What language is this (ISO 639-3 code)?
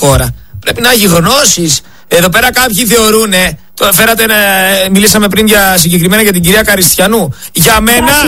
ell